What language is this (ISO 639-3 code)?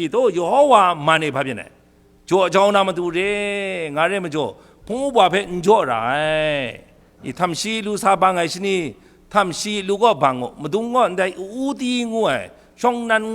kac